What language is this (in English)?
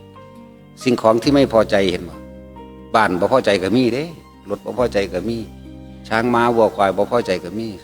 Northeastern Thai